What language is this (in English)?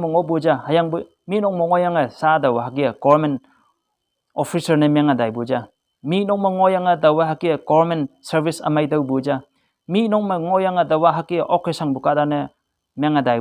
Konyak Naga